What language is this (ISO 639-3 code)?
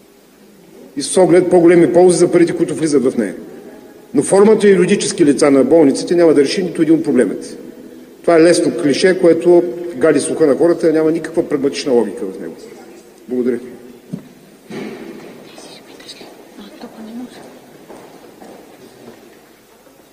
bul